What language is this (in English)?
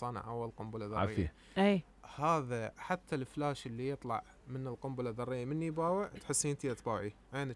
Mesopotamian Arabic